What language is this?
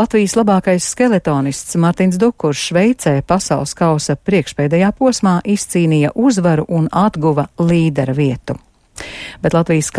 Latvian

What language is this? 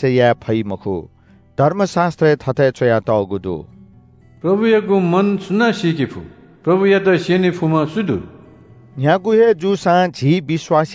Newari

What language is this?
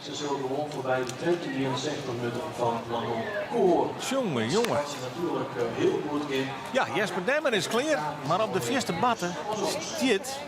Western Frisian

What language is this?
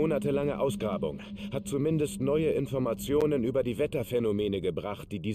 Bavarian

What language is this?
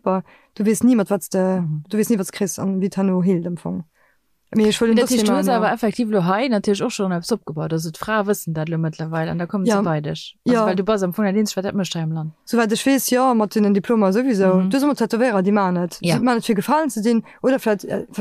Luxembourgish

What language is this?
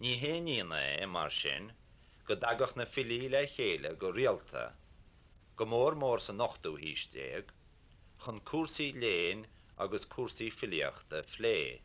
Irish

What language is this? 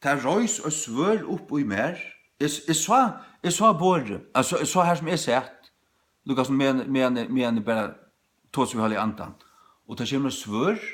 Faroese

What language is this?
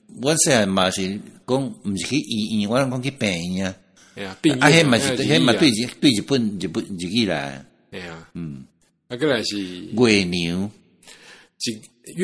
Min Nan Chinese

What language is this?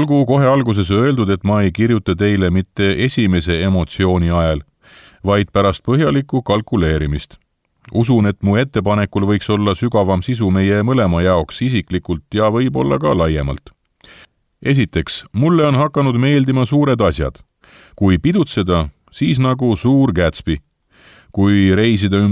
Estonian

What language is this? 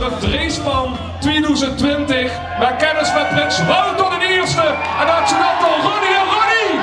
Limburgish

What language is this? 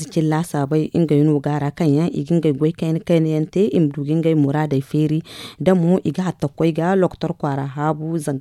Zarma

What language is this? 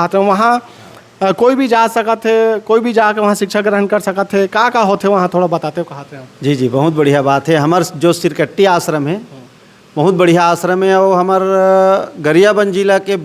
Chhattisgarhi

